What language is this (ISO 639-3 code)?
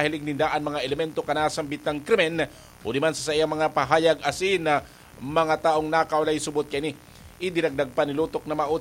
bik